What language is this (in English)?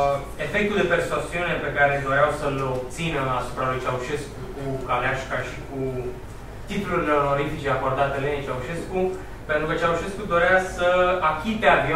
Romanian